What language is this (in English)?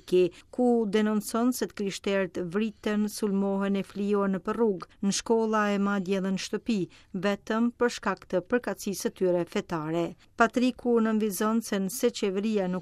Albanian